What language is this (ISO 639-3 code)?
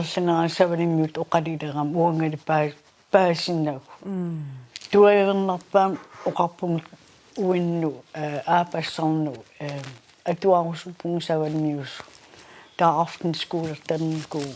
kal